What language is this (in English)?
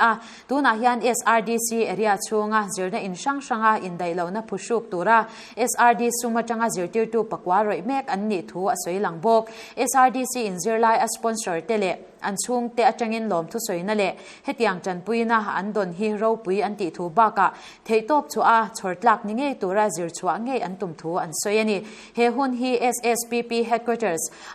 Mizo